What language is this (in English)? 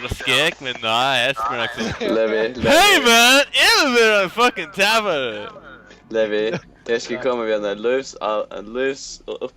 Faroese